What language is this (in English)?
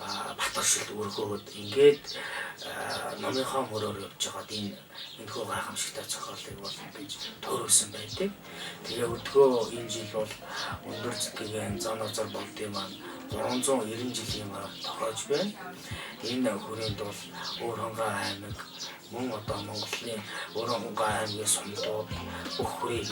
Mongolian